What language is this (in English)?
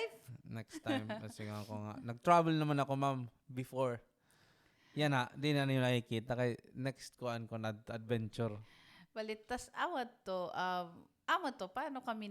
Waray